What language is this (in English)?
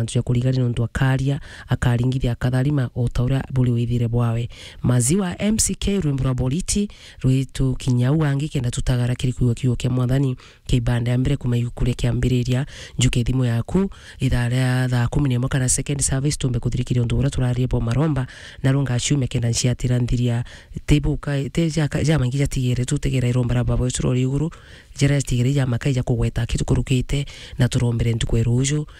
Meru